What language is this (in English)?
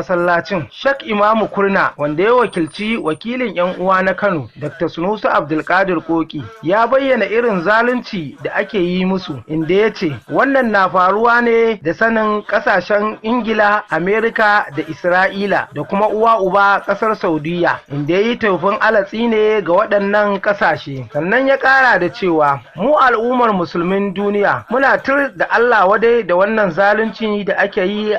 Hausa